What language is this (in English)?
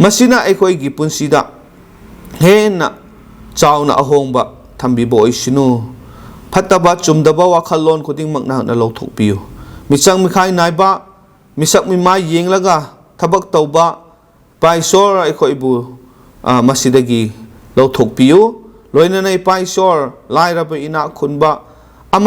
Manipuri